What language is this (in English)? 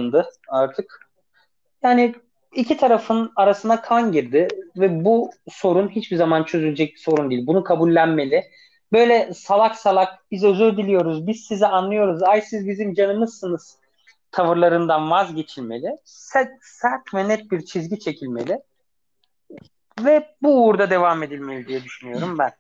Turkish